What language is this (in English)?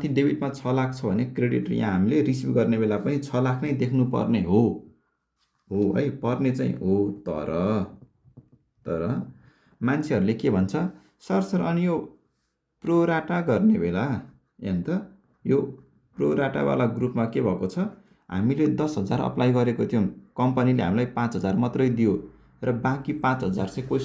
Nepali